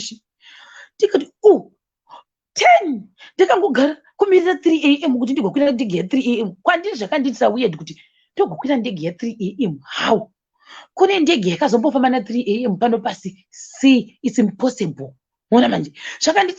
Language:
Shona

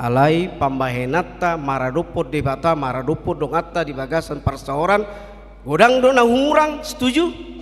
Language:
Batak Toba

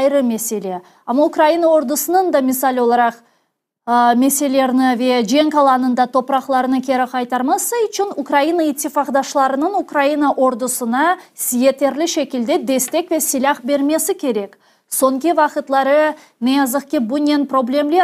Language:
Crimean Tatar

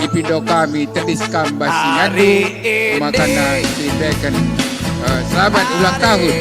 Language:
Batak Karo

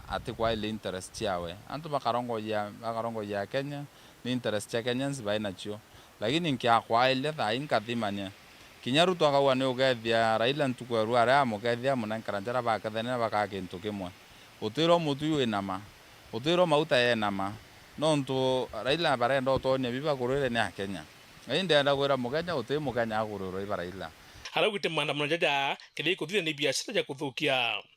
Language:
Meru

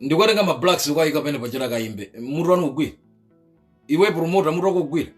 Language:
Nyanja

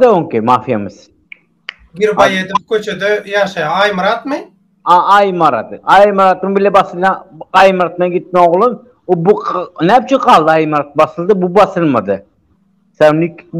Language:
Turkmen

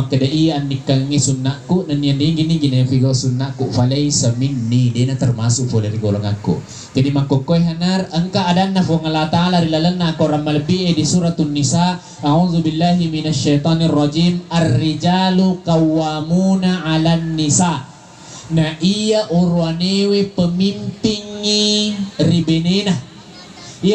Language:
Buginese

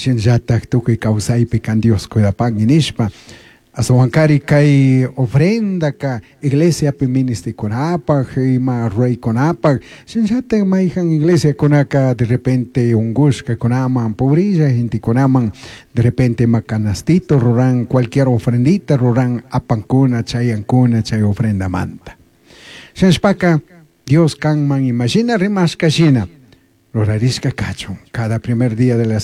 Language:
Chimborazo Highland Quichua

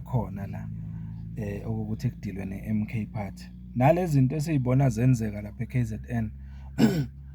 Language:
Zulu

